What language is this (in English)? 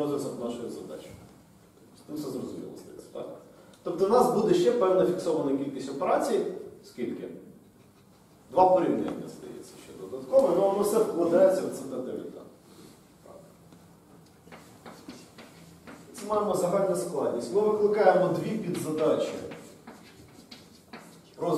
Ukrainian